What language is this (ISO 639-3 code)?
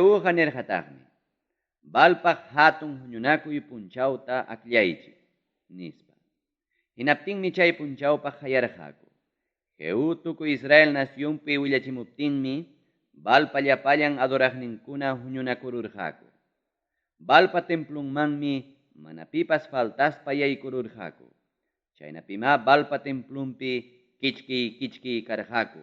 quy